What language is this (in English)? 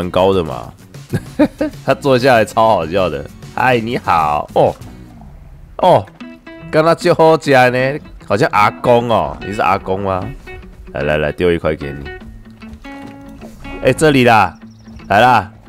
Chinese